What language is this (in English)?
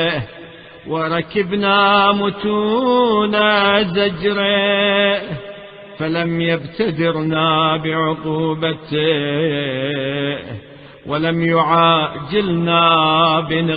Arabic